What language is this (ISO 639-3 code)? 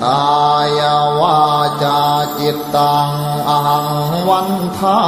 pli